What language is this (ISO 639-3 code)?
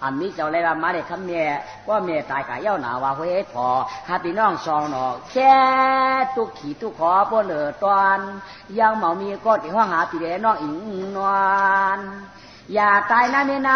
shn